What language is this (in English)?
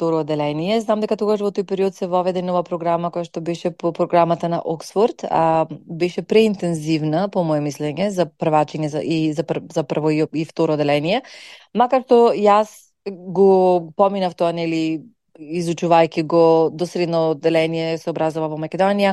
Macedonian